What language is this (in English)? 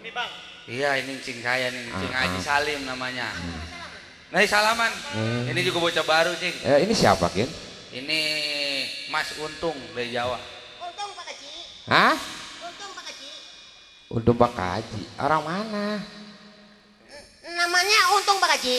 Betawi